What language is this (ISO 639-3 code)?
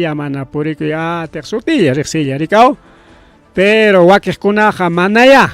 quy